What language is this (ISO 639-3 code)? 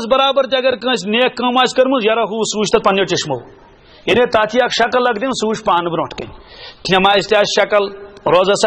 kas